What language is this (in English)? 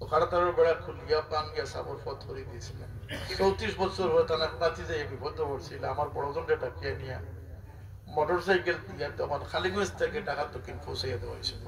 Sylheti